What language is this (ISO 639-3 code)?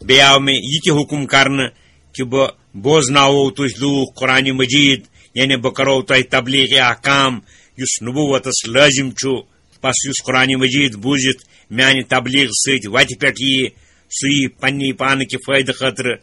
kas